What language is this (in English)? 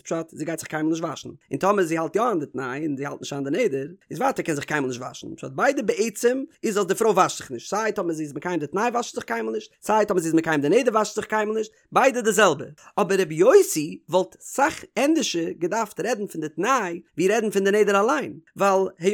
Yiddish